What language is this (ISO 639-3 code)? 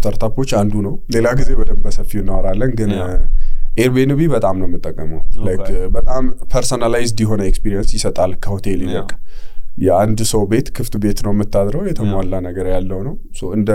amh